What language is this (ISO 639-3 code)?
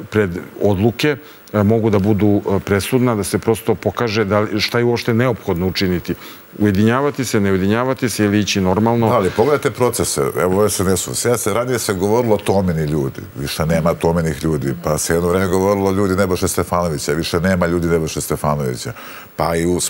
srp